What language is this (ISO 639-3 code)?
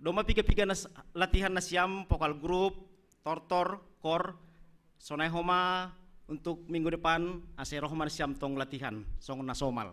bts